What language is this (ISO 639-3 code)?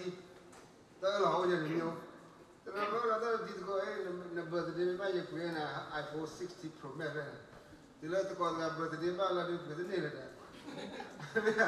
ksw